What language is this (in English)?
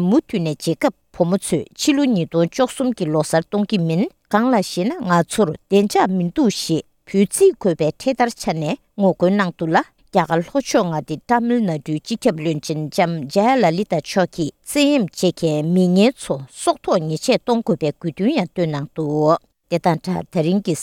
Tibetan